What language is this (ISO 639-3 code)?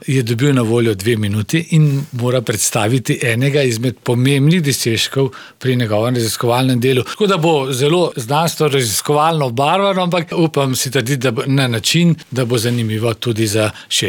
slv